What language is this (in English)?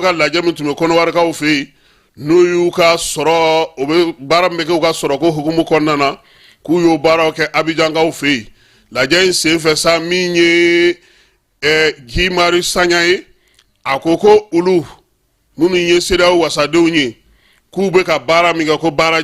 Bambara